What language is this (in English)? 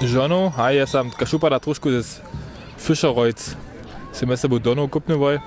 Upper Sorbian